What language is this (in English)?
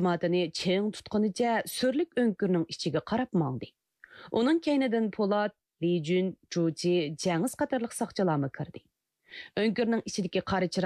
Uyghur